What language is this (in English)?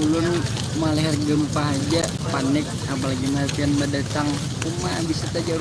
Banjar